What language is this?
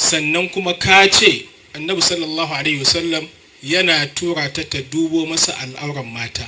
Hausa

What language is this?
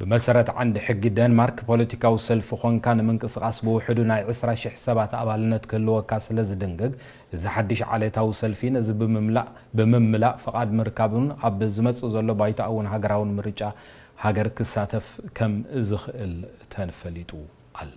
Tigrinya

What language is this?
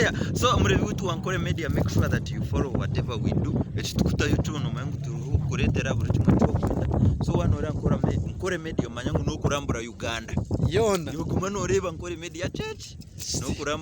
Nyankole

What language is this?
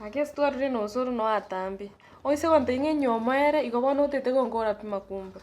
Gusii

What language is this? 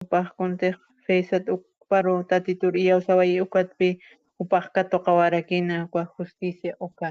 Aymara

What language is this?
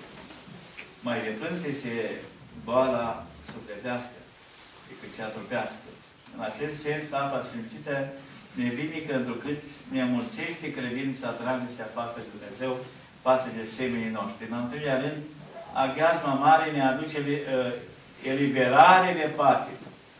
Romanian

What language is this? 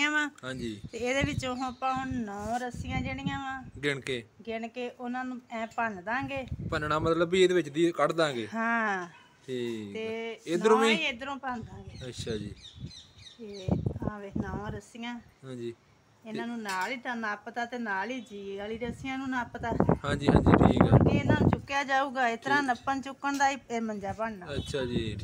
Punjabi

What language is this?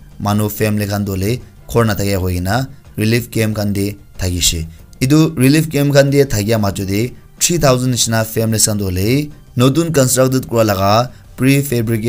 Naga Pidgin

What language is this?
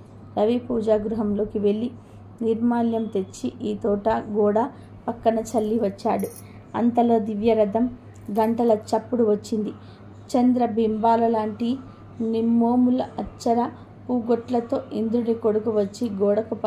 Telugu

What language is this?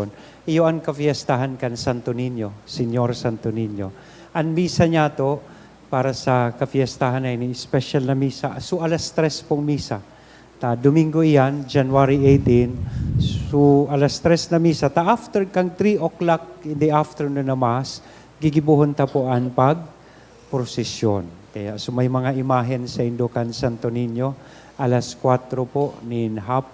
Bikol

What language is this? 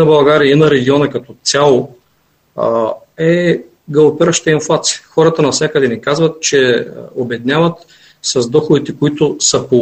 Bulgarian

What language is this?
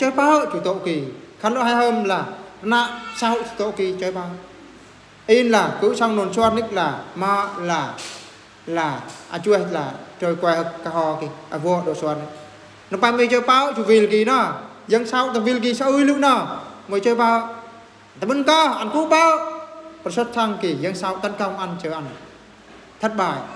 Eastern Bru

